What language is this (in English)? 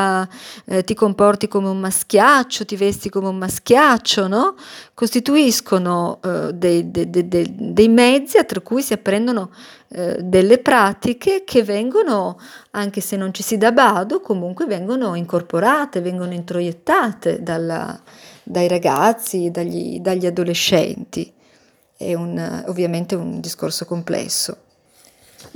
Italian